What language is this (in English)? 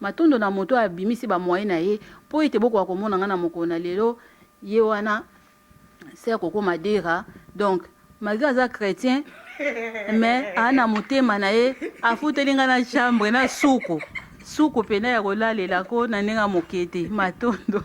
Lingala